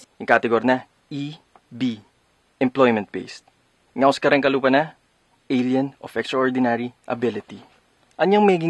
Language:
Pampanga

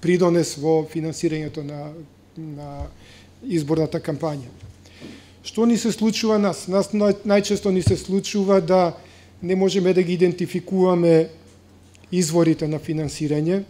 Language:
Macedonian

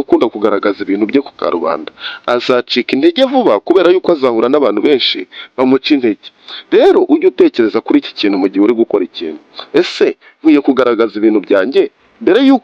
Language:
Kinyarwanda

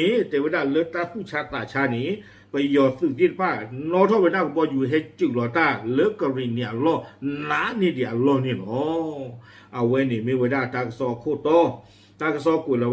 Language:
S'gaw Karen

